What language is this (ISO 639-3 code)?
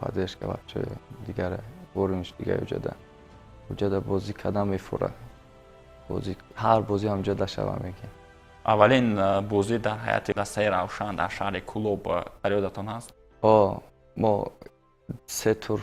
tgk